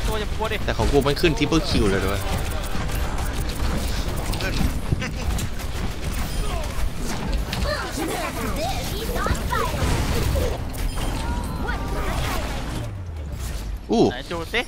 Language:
Thai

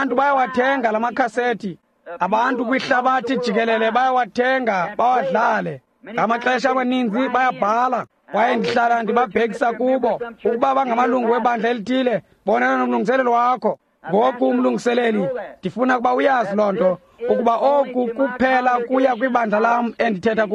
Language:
Xhosa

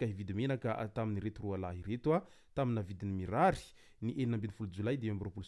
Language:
Malagasy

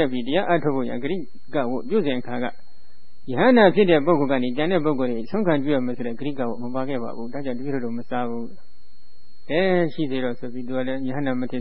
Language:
Burmese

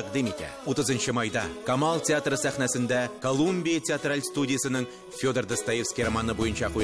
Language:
Tatar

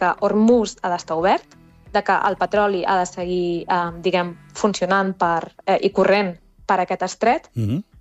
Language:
Catalan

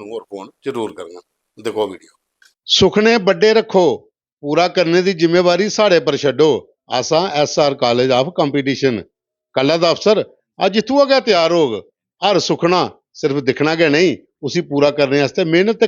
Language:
Dogri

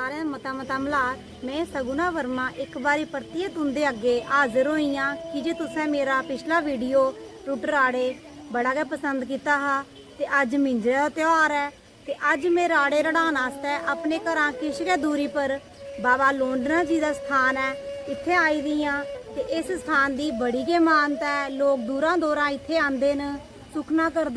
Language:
Dogri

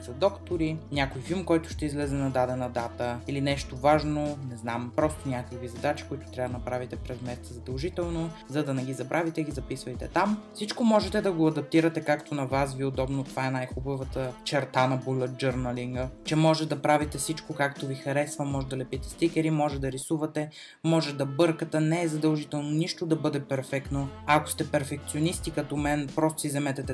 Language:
Bulgarian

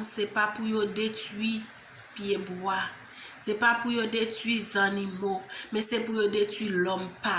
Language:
Haitian Creole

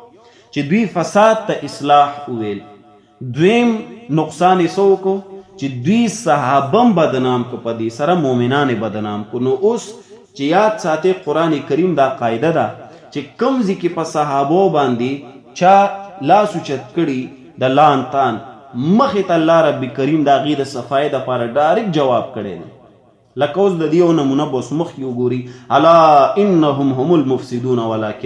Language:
Pashto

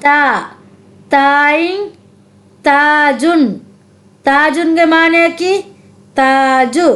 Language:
Divehi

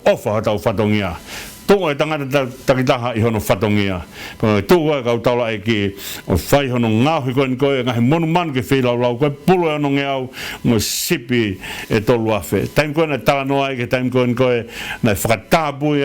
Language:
Tongan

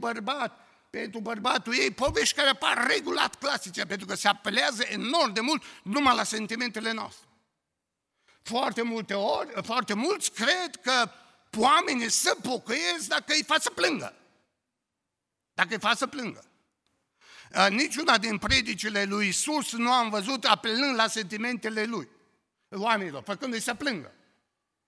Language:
Romanian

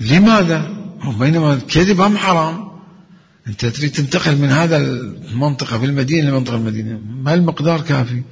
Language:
Mesopotamian Arabic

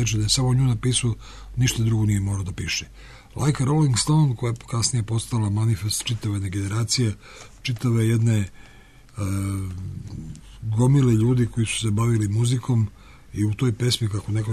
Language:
Serbian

